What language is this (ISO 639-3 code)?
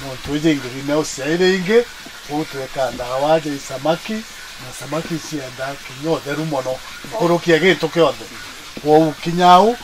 mer